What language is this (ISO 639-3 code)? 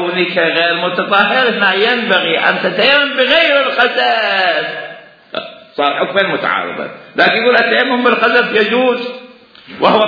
acm